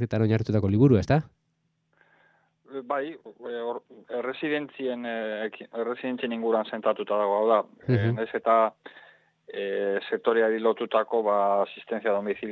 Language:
Basque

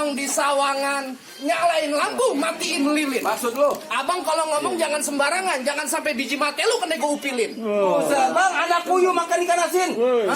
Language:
Betawi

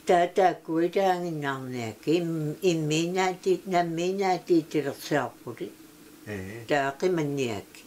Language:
Kalaallisut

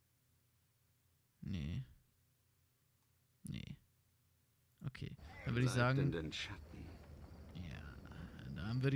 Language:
German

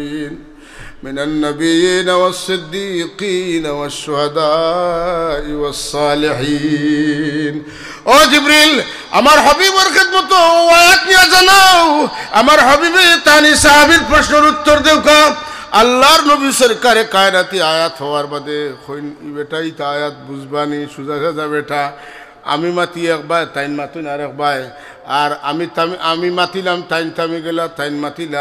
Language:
Sylheti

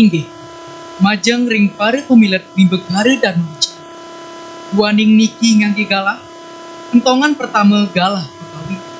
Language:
Balinese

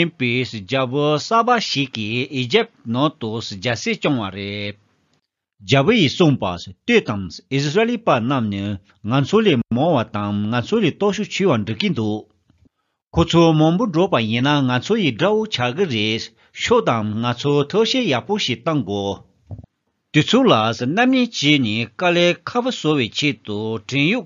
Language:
Tibetan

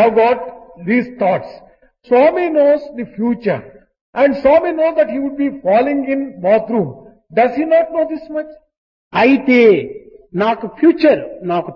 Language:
Telugu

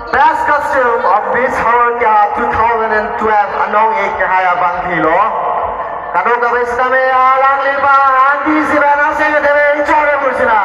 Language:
Karbi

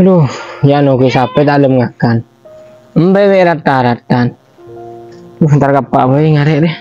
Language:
Madurese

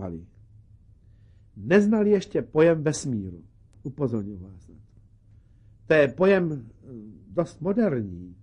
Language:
Czech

